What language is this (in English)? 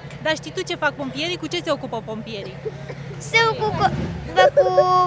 Romanian